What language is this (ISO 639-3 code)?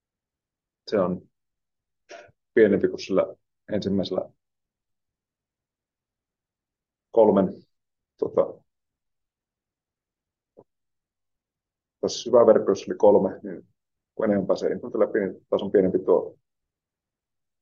fin